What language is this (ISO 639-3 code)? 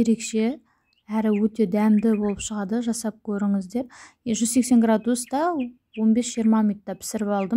kaz